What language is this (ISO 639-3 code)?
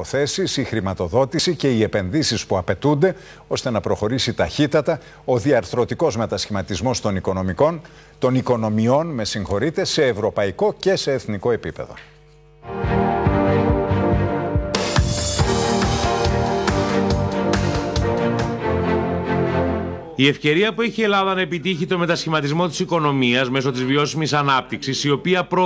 ell